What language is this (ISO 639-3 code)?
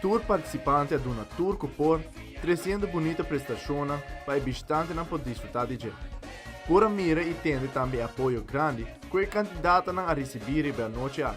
pap